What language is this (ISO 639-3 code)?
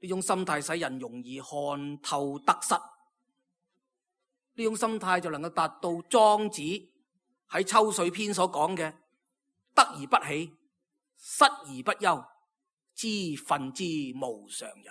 yue